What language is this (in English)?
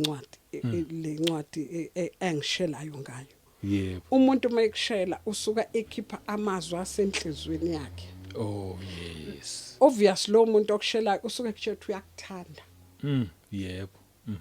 Zulu